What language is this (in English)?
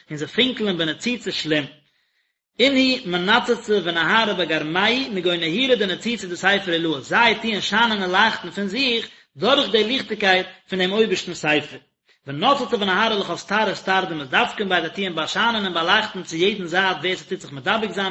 Yiddish